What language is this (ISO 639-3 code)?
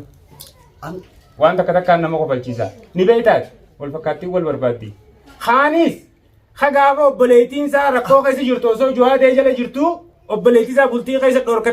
orm